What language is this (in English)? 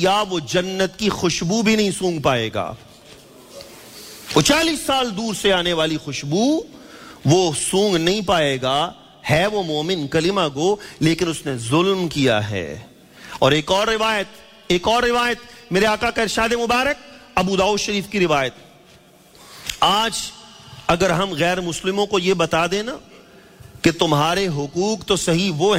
Urdu